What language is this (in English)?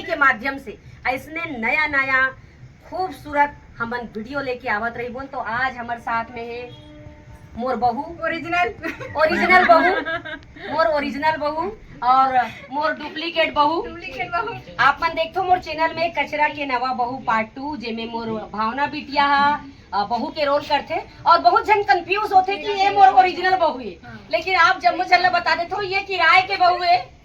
Chhattisgarhi